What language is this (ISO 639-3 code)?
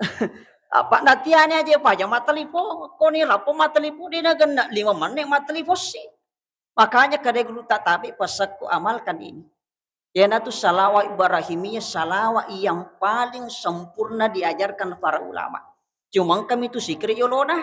bug